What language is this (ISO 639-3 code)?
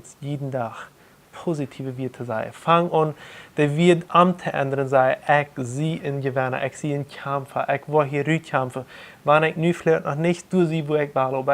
pdt